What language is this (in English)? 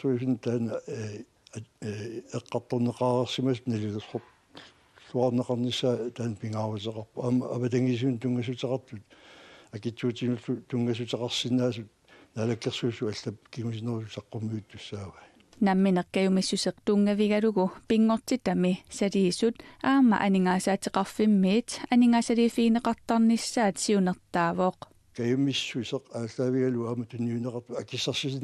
Kalaallisut